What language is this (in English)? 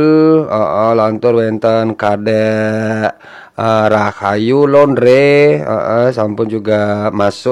Balinese